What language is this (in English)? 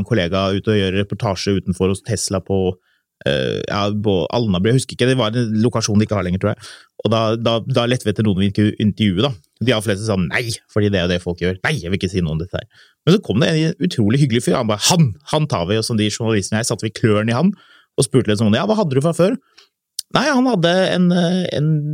Norwegian